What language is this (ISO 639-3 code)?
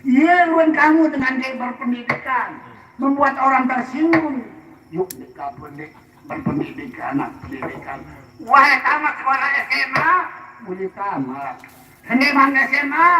sas